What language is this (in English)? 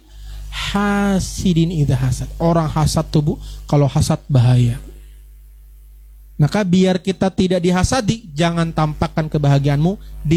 Indonesian